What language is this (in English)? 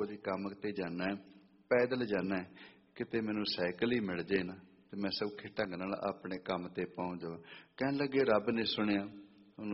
Punjabi